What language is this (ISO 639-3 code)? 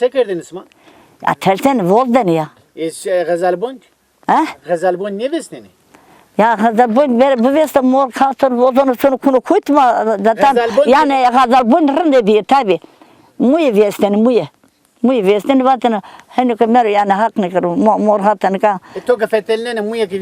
zza